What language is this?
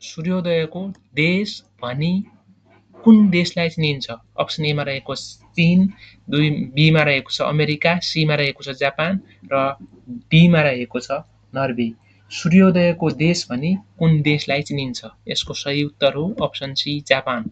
Nepali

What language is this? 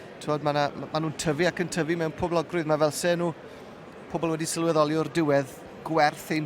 Welsh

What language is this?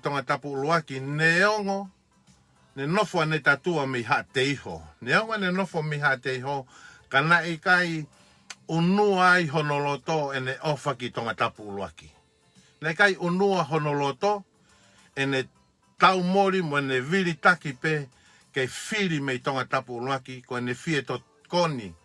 Tongan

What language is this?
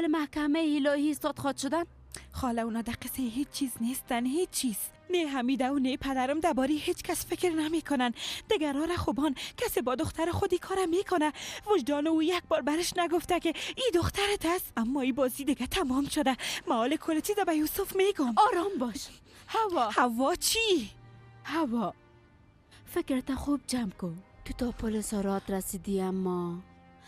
Persian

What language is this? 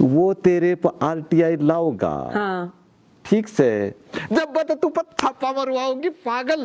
Haryanvi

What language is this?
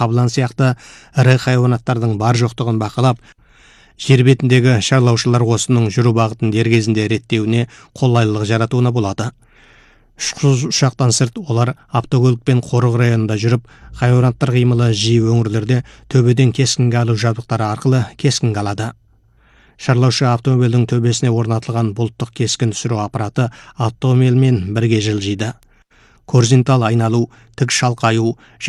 Kazakh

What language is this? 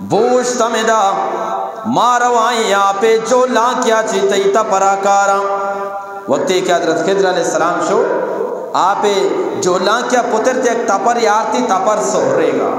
Eastern Balochi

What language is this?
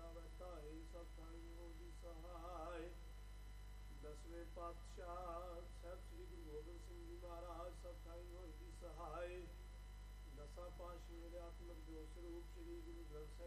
Punjabi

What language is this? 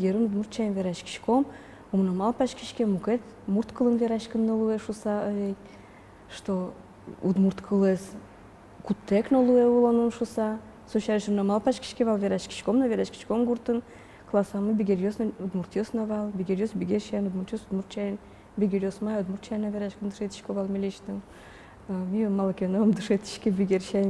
Udmurt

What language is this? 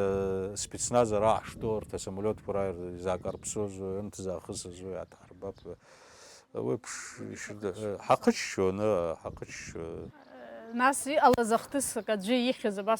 Abkhazian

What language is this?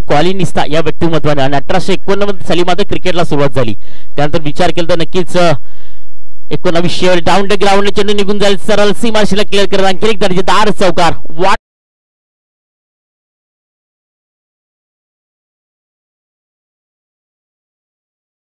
Marathi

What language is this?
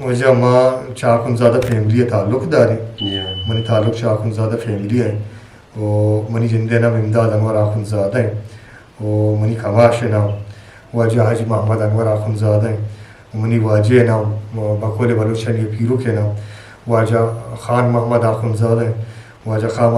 Eastern Balochi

